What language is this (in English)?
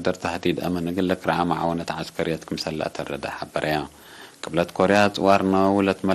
Tigre